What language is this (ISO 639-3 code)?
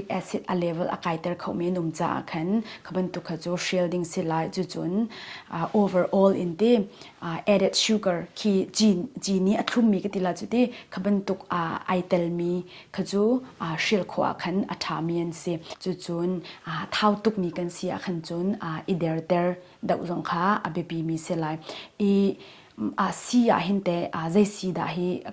cnh